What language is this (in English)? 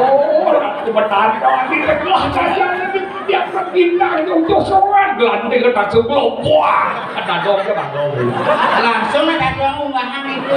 Balinese